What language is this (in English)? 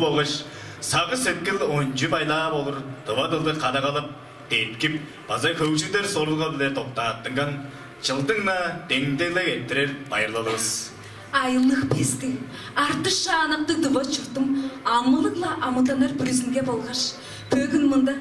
Tuvinian